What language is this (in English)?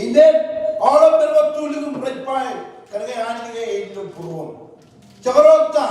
Marshallese